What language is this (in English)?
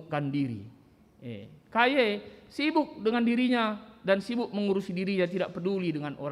Batak Karo